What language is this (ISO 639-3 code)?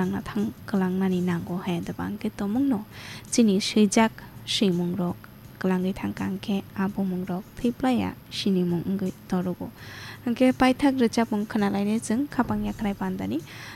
trp